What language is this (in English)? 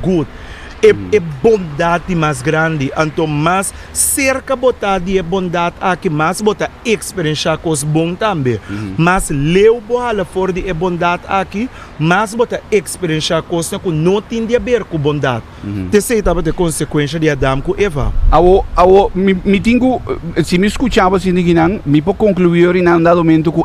Papiamento